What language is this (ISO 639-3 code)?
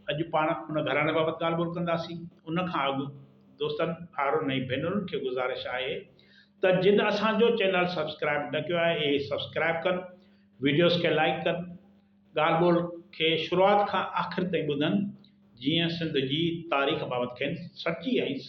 snd